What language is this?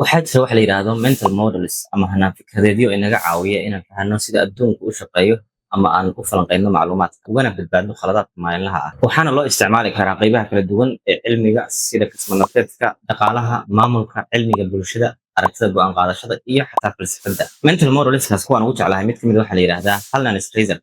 Somali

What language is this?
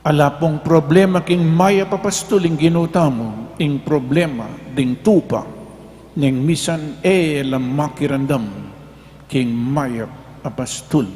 Pampanga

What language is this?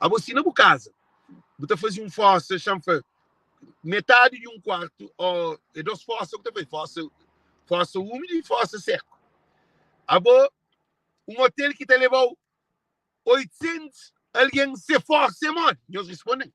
Kabuverdianu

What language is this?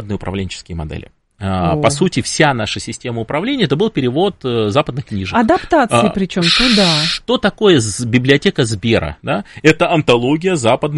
Russian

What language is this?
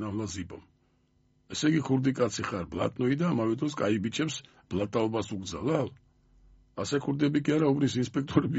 Georgian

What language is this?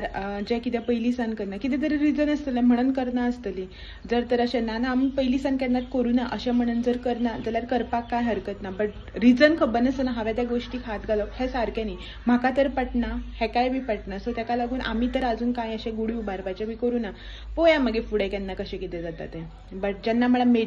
Konkani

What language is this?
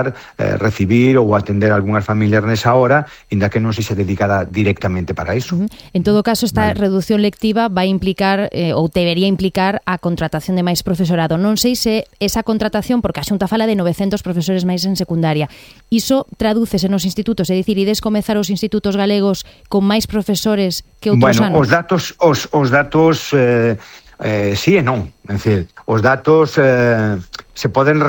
Galician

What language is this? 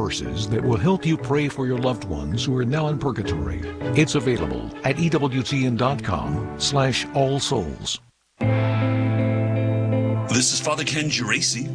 English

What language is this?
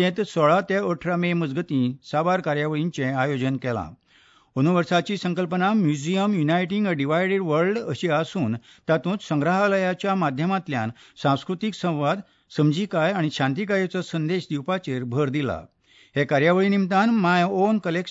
Konkani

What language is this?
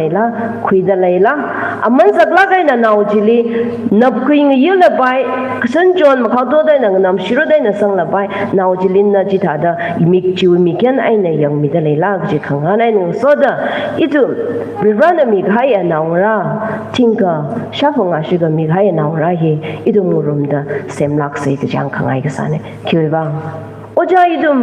Tangkhul Naga (India)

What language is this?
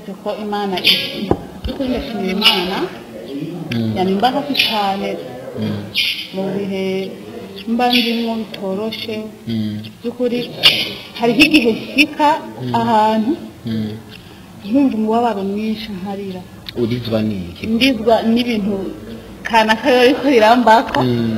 Rundi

